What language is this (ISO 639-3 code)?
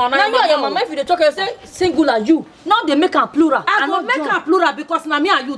pcm